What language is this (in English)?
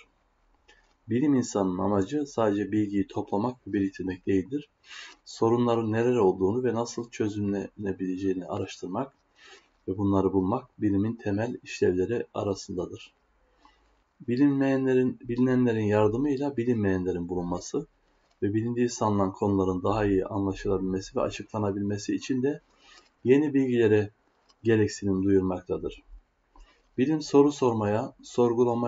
Turkish